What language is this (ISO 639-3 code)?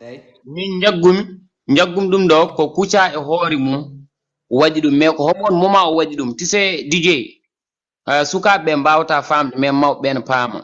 ful